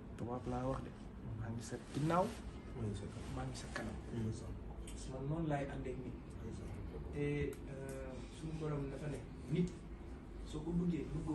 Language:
Wolof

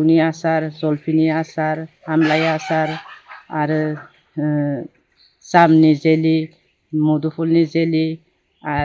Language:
Bodo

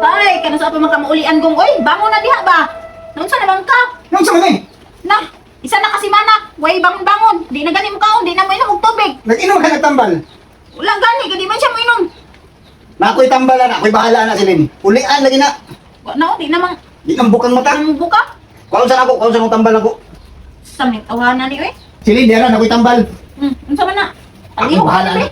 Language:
Cebuano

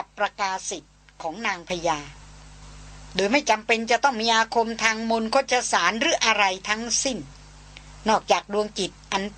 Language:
Thai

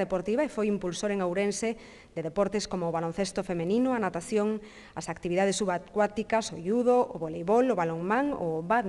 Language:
Galician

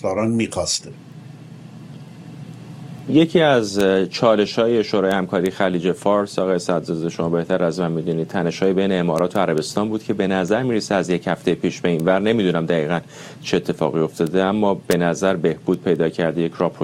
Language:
Persian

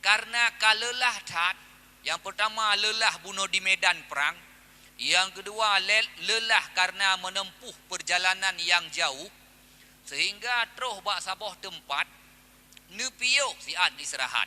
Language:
Achinese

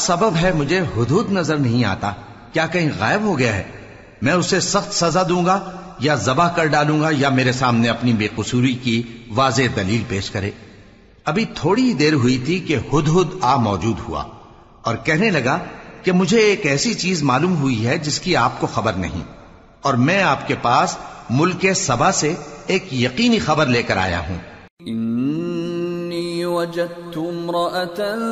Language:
Urdu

